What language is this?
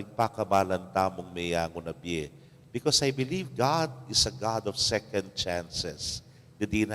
Pampanga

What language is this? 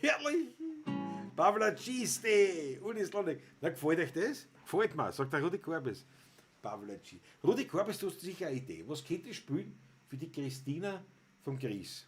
Bavarian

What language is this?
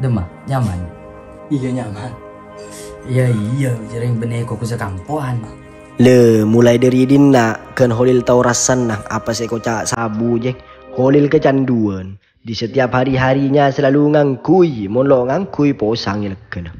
Madurese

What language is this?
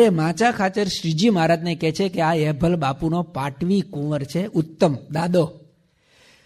Gujarati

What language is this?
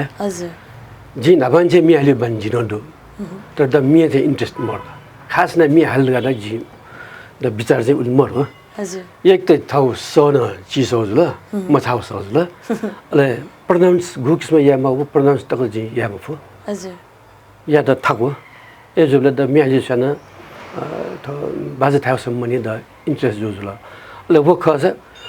Newari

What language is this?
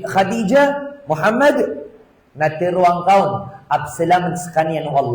Maranao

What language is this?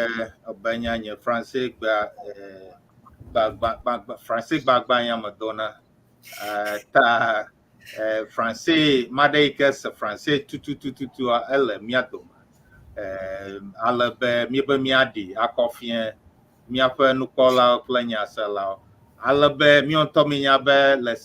Ewe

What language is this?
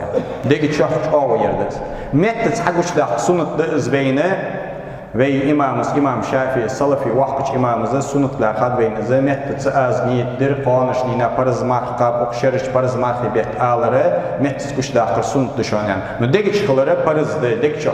Ingush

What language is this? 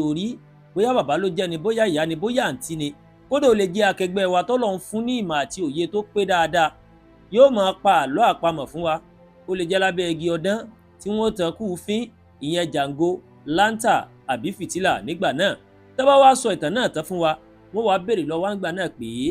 Yoruba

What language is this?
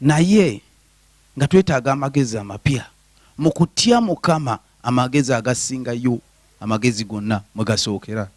Ganda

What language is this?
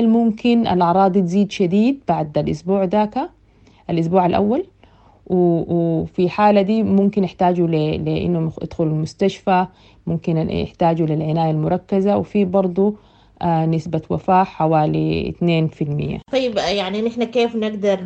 Sudanese Arabic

